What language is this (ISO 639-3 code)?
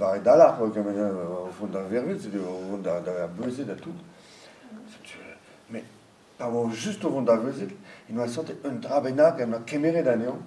bre